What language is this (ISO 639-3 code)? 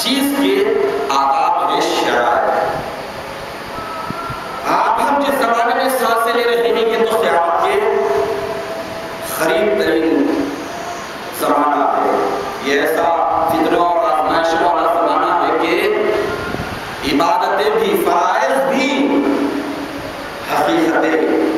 urd